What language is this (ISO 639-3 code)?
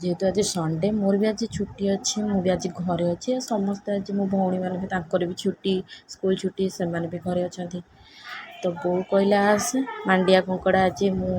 ori